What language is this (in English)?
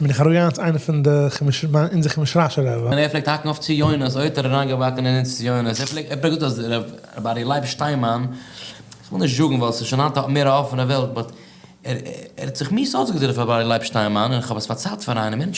Yiddish